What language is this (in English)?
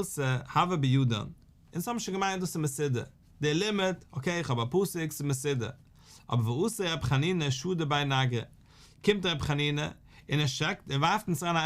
Yiddish